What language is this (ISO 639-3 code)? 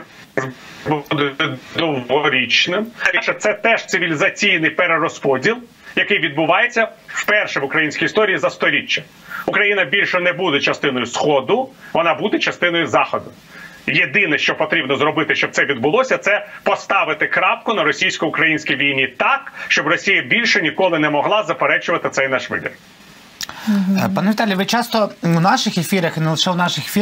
ukr